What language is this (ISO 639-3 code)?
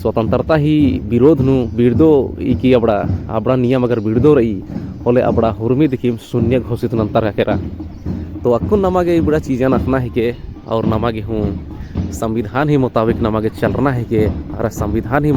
kru